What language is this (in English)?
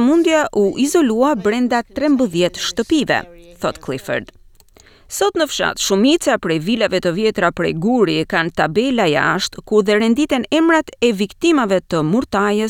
Albanian